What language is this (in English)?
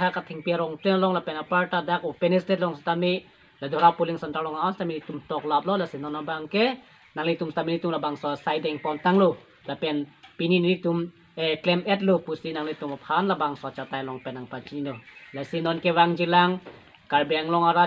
Karbi